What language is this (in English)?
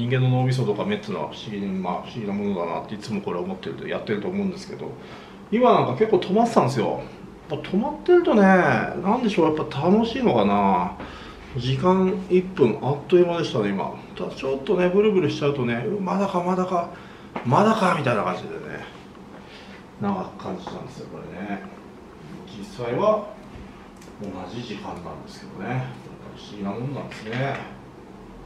Japanese